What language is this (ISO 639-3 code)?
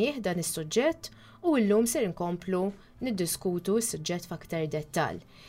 mlt